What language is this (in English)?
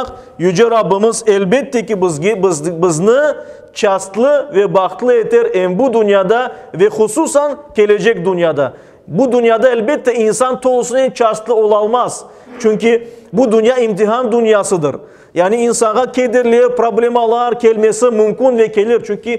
Crimean Tatar